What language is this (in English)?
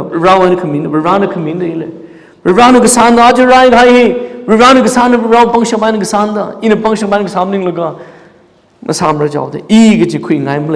Tangkhul Naga (India)